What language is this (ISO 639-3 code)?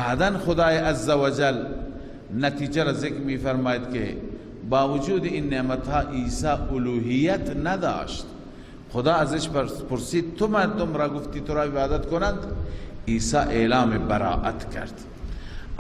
fas